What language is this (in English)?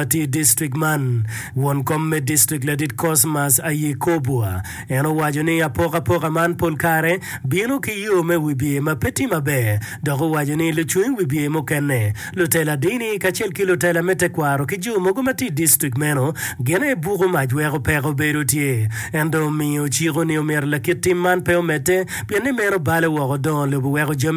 Acoli